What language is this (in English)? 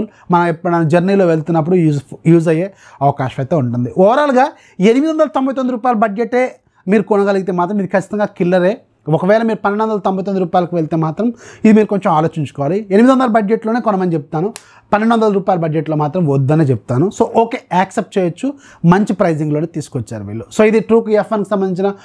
Telugu